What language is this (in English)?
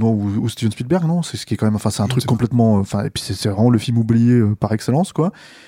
French